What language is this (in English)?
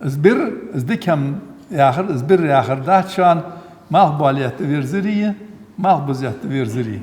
Ingush